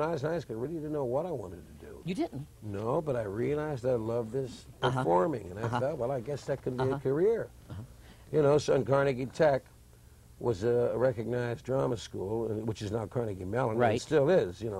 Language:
English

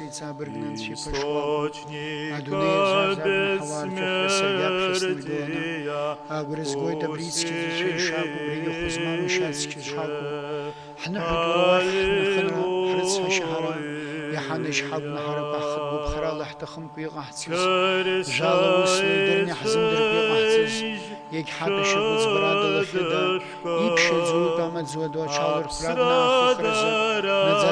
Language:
Abkhazian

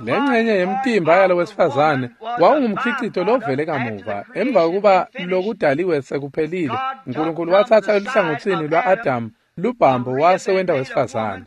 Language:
Swati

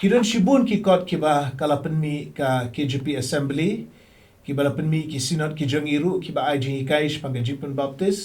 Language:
Khasi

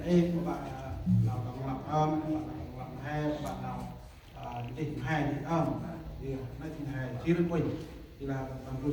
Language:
Central Mnong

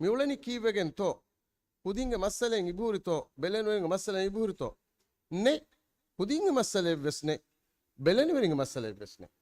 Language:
Divehi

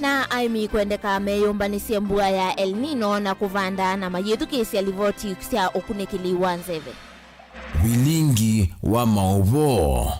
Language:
Kamba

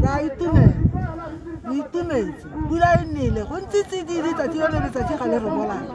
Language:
Tswana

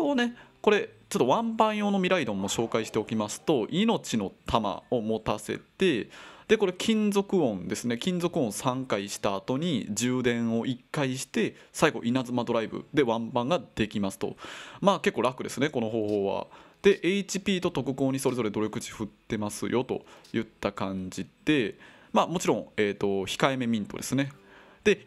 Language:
Japanese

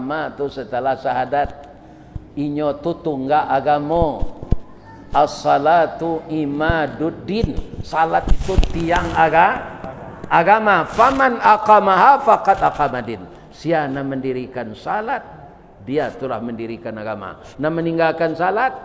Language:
Minangkabau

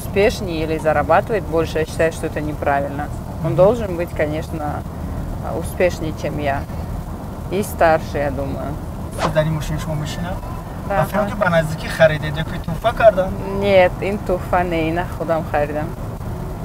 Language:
Tajik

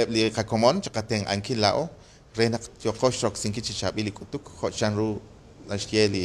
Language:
Kekchí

